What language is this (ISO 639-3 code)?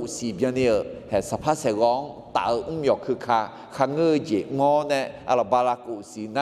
ahk